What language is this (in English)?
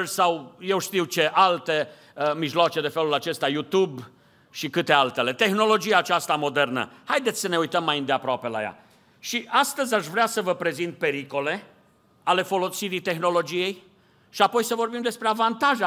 Romanian